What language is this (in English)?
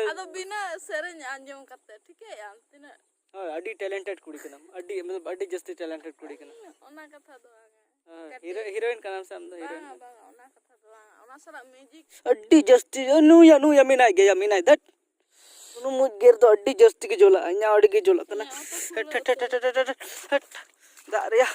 Santali